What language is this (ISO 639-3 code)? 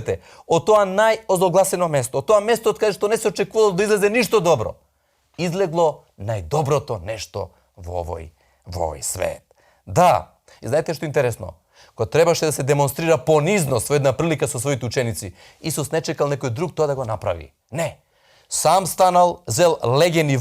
mkd